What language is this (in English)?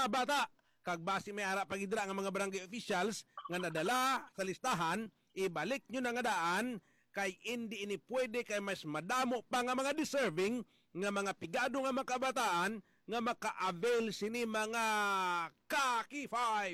Hiligaynon